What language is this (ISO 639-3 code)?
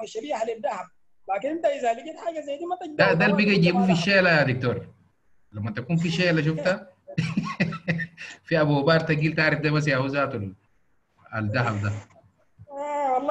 apd